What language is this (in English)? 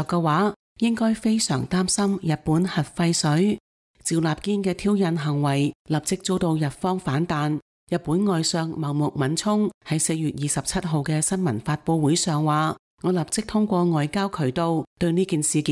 Cantonese